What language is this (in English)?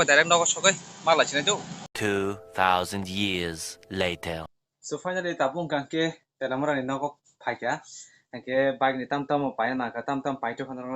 Kok Borok